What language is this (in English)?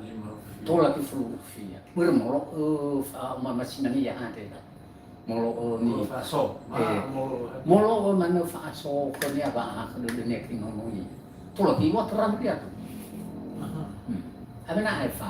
Nias